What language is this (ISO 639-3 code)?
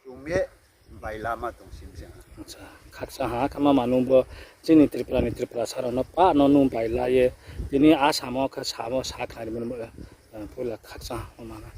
ria